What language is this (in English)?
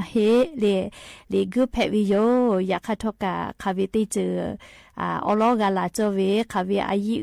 Lahu